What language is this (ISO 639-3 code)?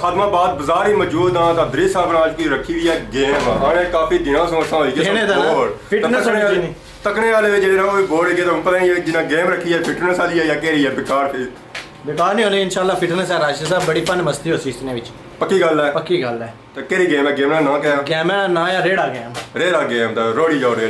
phr